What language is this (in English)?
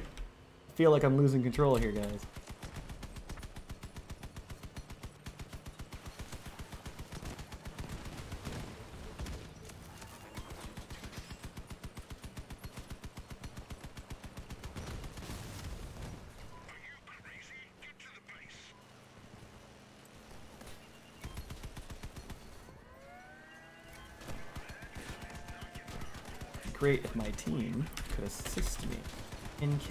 English